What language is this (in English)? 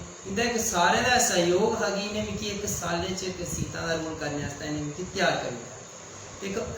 Dogri